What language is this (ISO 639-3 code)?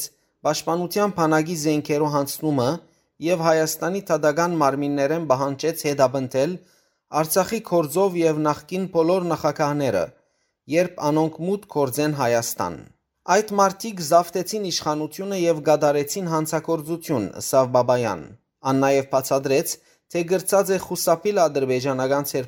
hyw